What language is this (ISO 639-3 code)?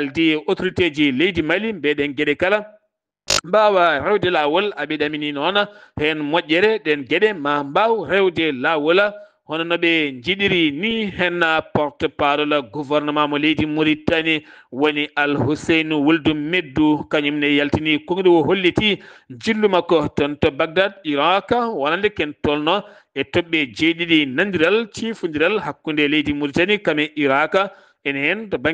ful